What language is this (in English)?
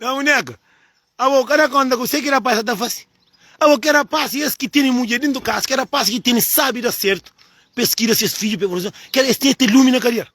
Kabuverdianu